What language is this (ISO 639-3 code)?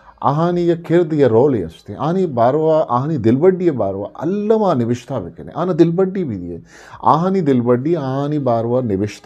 bgp